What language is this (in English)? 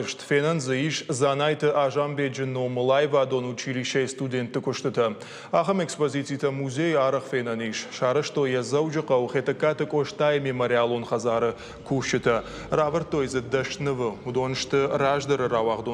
Ossetic